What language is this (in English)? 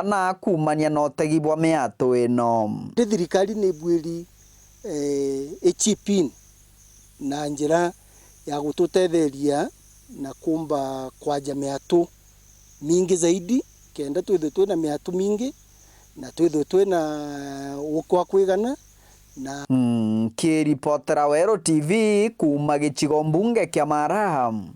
Meru